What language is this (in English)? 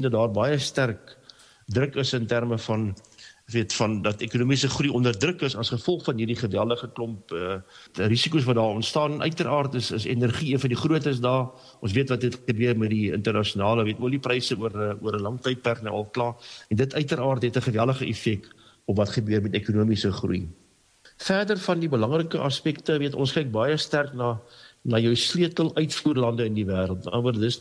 Afrikaans